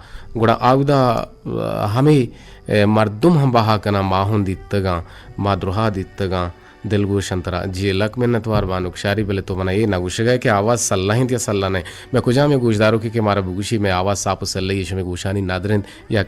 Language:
Eastern Balochi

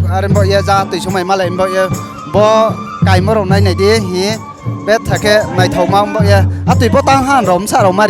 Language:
Riang (India)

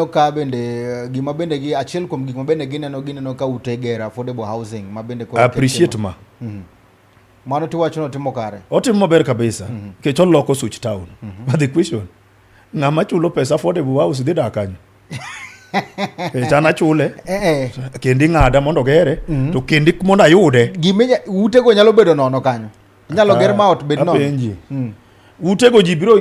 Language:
Luo (Kenya and Tanzania)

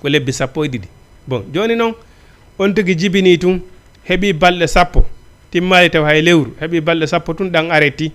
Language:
Fula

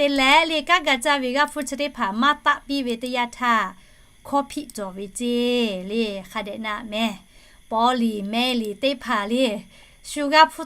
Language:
Lahu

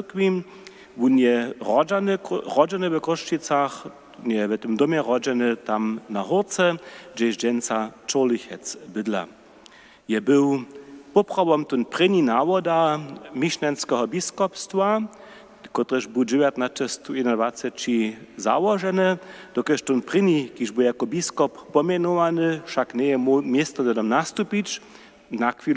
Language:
Upper Sorbian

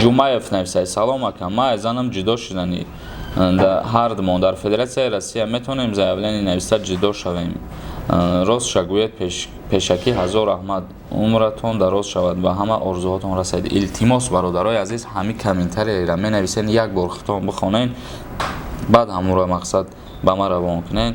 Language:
Tajik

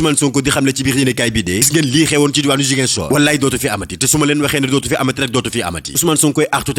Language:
Wolof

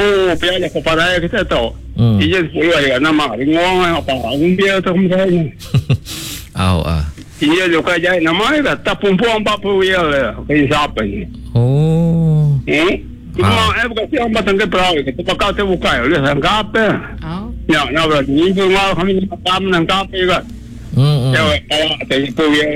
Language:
Iban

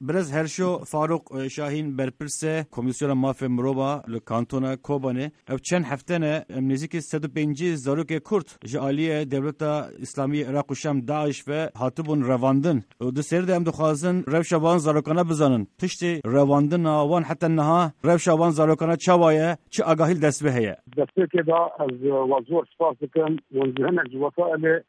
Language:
Kurdish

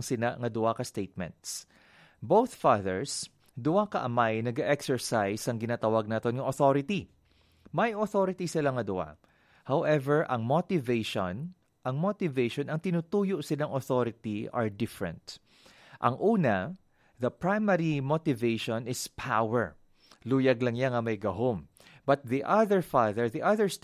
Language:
Hiligaynon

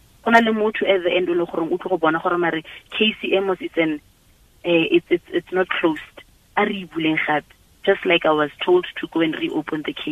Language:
Tswana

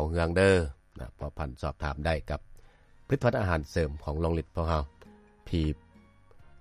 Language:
Lao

